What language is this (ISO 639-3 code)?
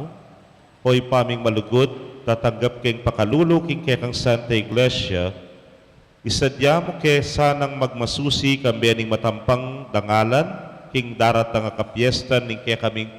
pam